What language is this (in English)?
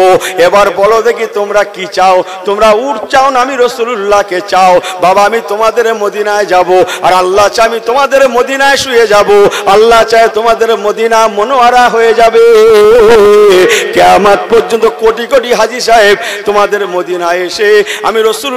Bangla